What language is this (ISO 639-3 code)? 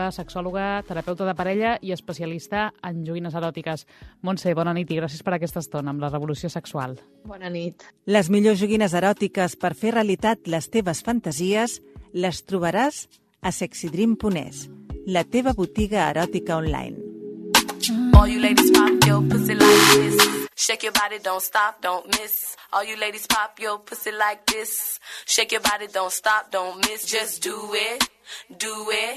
cat